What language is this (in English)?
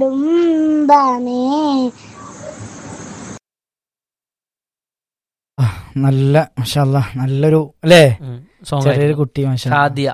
Malayalam